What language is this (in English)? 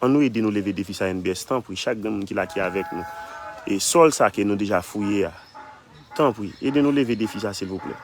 Haitian Creole